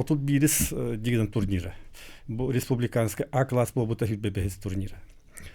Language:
Yakut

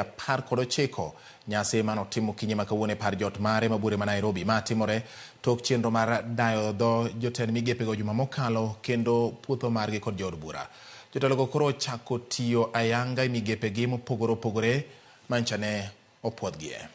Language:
Luo (Kenya and Tanzania)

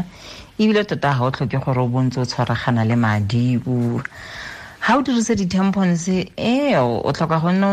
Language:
Tswana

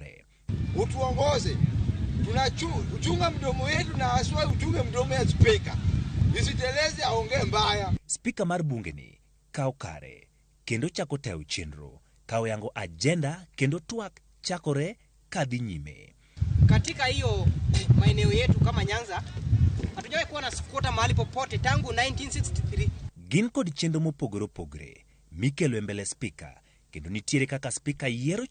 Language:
Luo (Kenya and Tanzania)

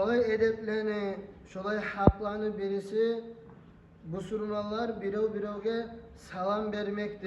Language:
Kumyk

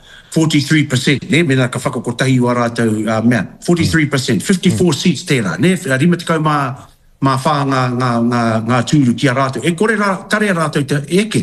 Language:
Māori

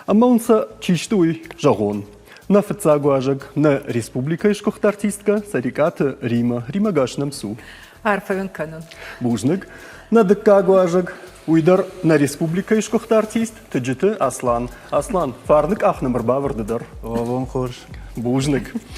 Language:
Ossetic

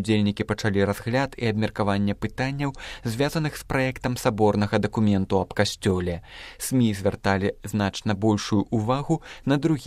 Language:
Belarusian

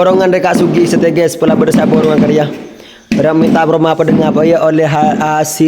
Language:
Madurese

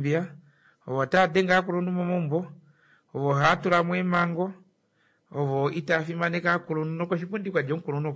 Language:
Kuanyama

